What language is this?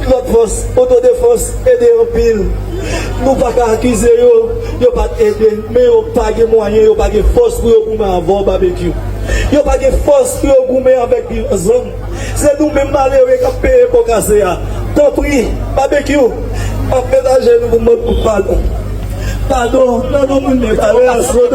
Haitian Creole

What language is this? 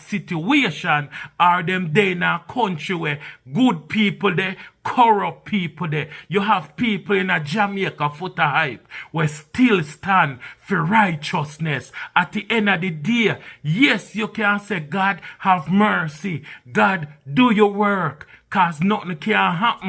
Jamaican Creole English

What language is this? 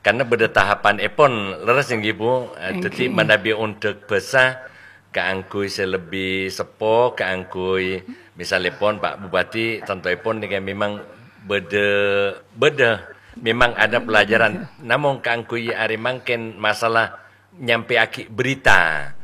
Madurese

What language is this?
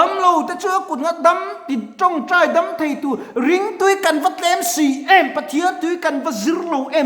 Mizo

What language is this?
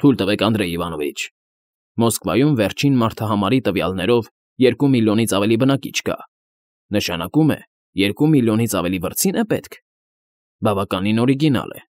Armenian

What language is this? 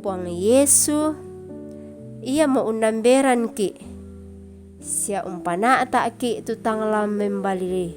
Toraja-Sa'dan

